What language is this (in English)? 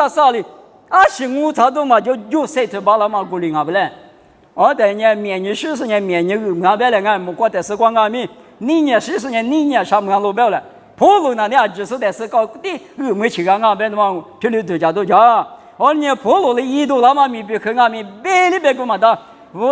Lisu